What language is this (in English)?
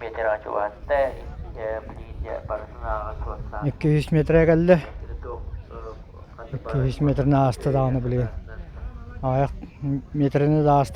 Yakut